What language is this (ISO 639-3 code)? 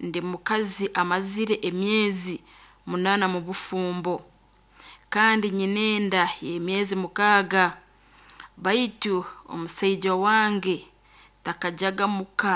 nyn